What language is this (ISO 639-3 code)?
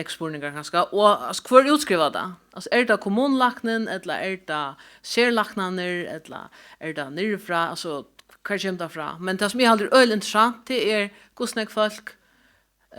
fao